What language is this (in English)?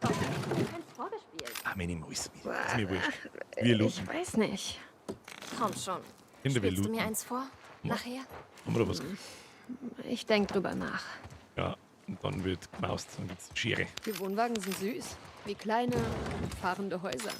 Bavarian